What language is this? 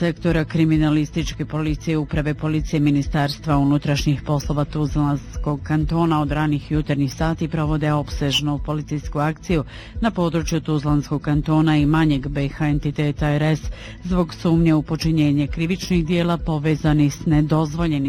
Bosnian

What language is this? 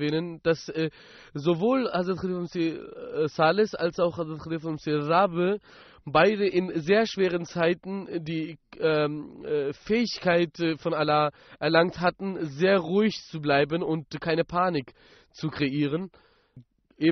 German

